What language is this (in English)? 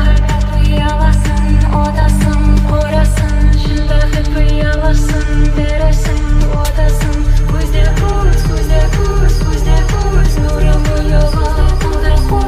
Kara-Kalpak